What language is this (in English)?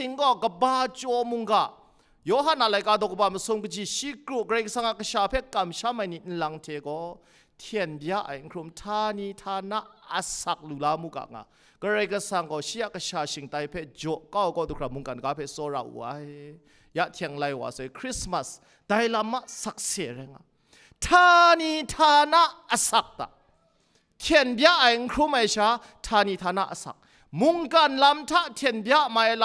Kachin